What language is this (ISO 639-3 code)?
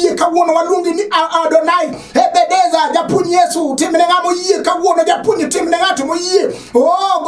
luo